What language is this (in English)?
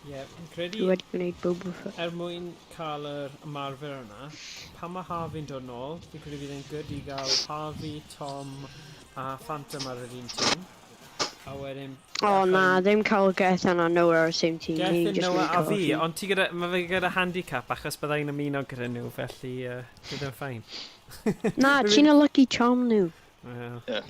Welsh